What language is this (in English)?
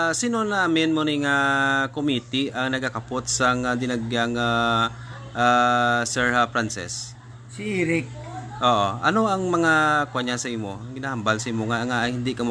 Hiligaynon